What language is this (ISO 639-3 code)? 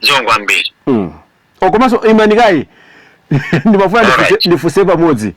nya